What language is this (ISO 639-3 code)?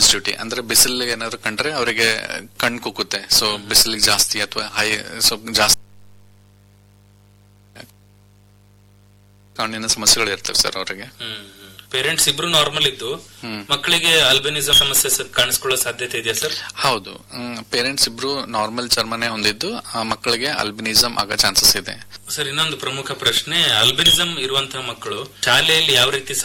kan